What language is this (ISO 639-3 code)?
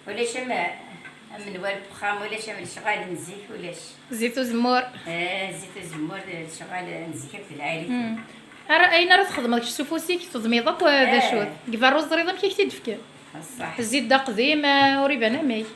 kab